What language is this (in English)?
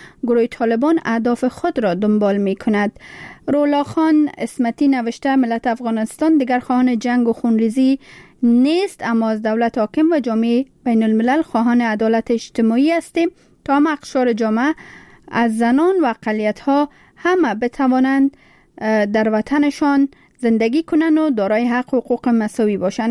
Persian